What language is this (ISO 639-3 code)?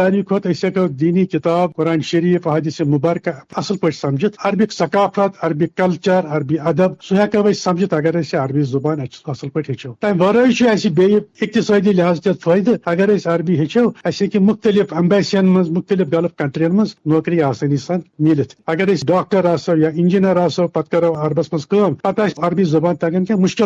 kas